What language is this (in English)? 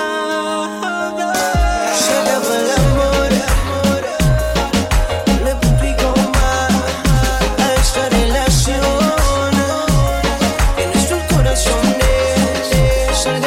Spanish